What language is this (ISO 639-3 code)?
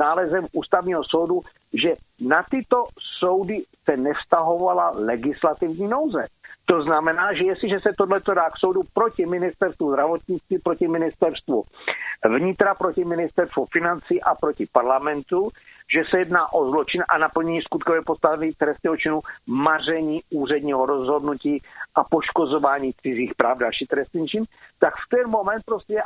ces